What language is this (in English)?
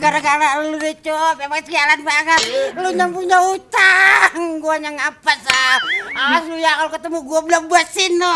Betawi